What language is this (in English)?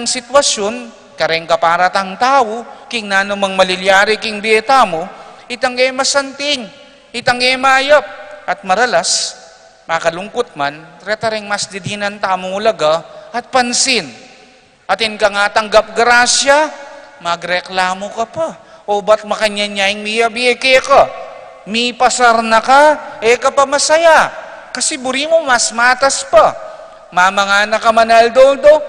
Pampanga